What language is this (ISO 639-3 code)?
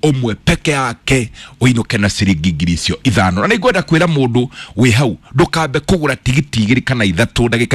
kik